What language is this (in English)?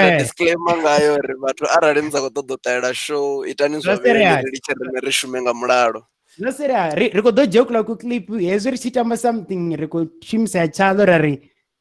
Venda